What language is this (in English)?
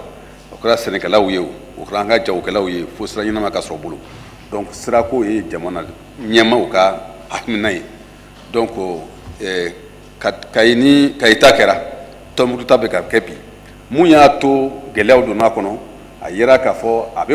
Bambara